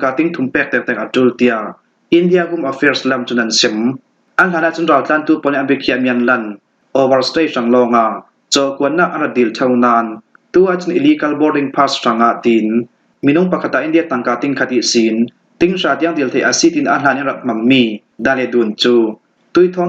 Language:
Falam Chin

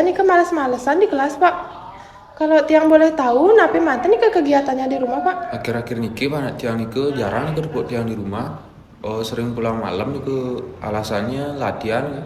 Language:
Balinese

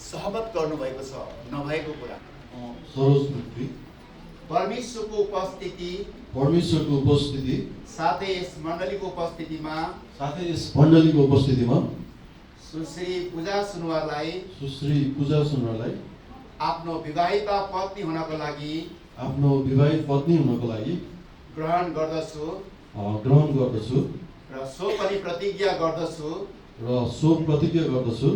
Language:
Nepali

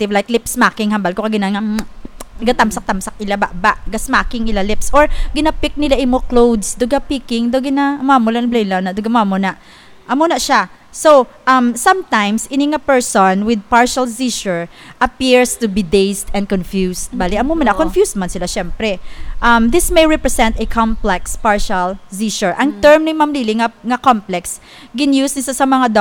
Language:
Hiligaynon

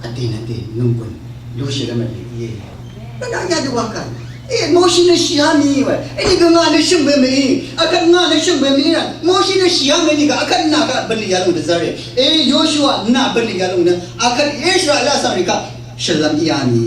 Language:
Rawang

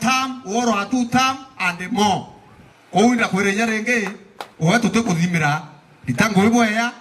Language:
Meru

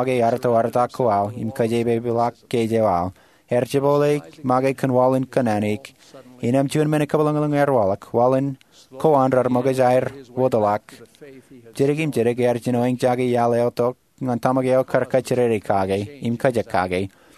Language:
Marshallese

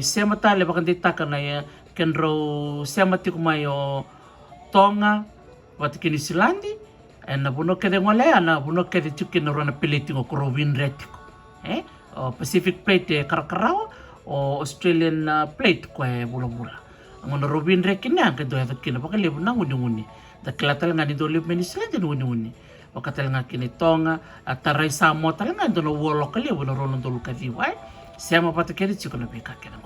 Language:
Fijian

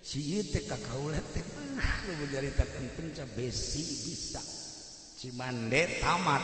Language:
Sundanese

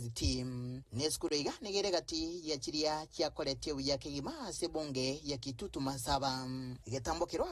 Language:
Gusii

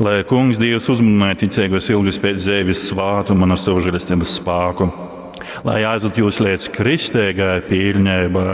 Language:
Latgalian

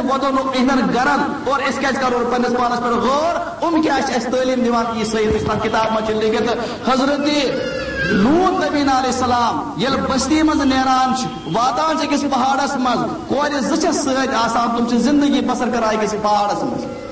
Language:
Kashmiri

